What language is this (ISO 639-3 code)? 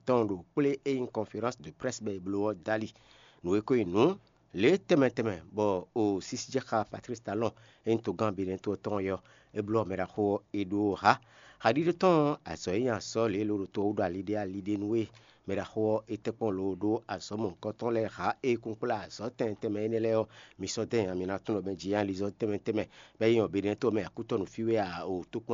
fon